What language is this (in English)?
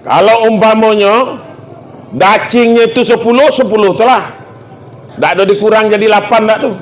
Minangkabau